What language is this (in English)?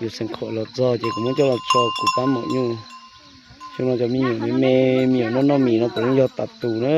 Hmong